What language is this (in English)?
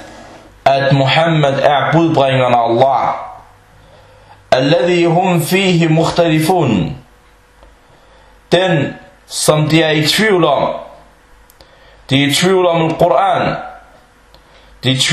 Danish